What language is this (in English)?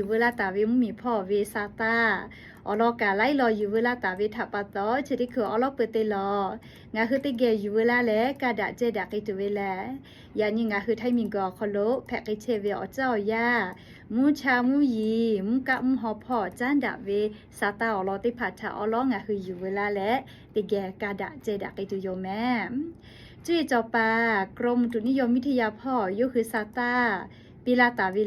Lahu